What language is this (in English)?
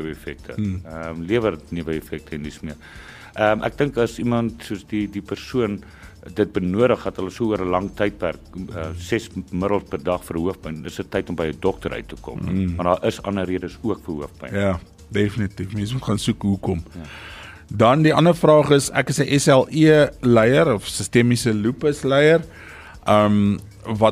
Afrikaans